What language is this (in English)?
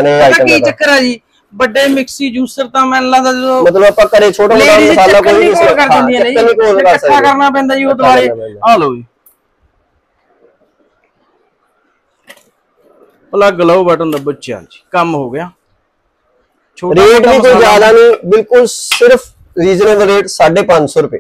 Punjabi